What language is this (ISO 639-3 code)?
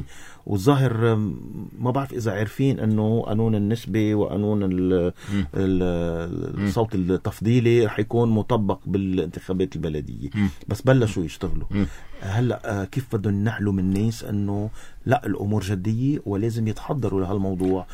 apc